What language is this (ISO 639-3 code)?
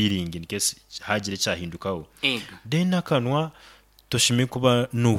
nyo